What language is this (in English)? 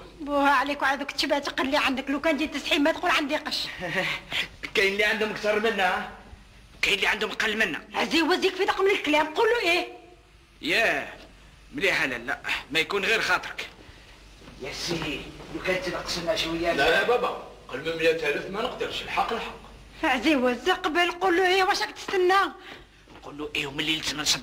Algerian Arabic